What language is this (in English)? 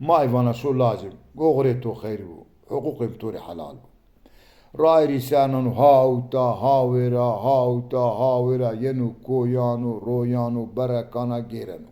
Zaza